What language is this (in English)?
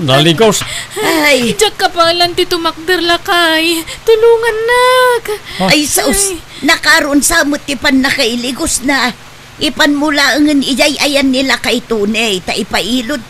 Iloko